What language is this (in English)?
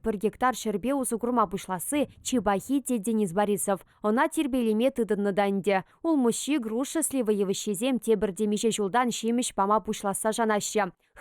Chuvash